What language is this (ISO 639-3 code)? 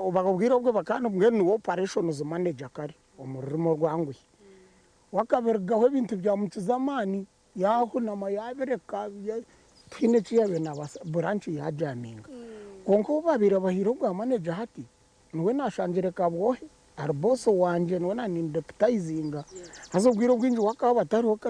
nyn